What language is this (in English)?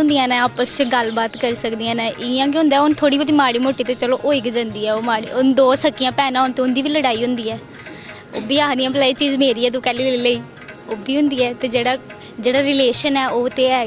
Dogri